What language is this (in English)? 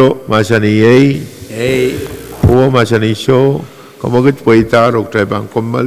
Pohnpeian